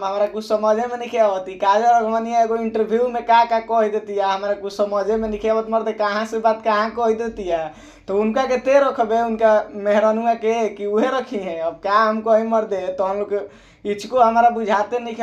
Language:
Bhojpuri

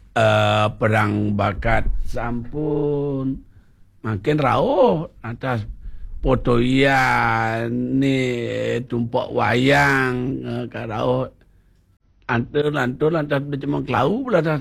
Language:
Balinese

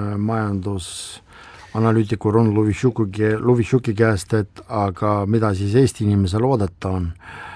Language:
Estonian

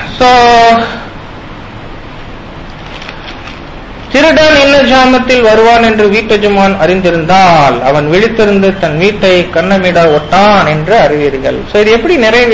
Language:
Tamil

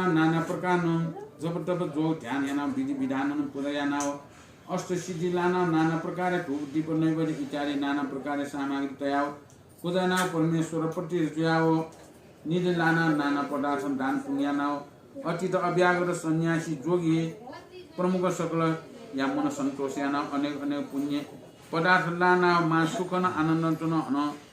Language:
Newari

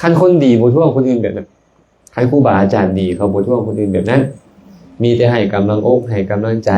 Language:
Lao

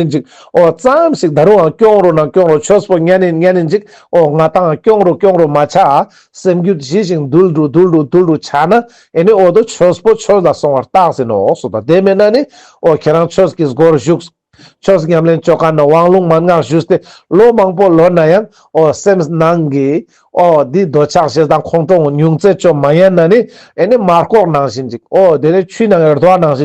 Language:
Ladakhi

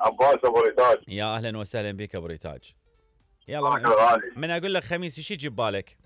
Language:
Mesopotamian Arabic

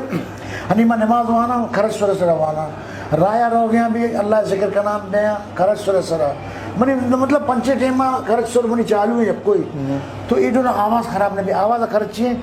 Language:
Eastern Balochi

